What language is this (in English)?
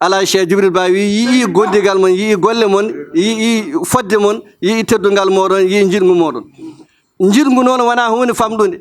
Fula